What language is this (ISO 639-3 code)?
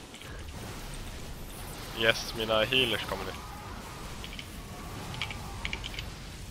swe